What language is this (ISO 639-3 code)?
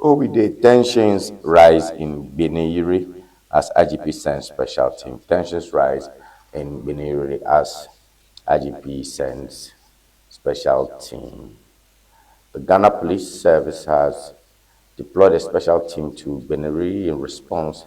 ewe